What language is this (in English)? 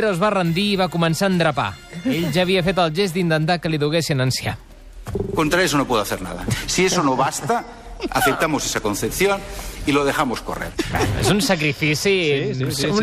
Catalan